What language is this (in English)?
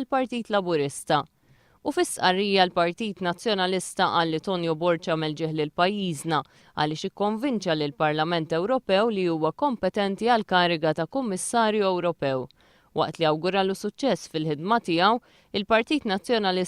Maltese